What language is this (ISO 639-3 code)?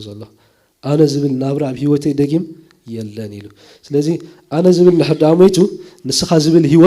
tir